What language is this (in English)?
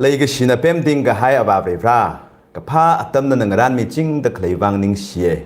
Tangkhul Naga (India)